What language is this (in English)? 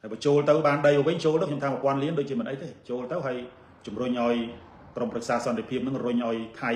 Khmer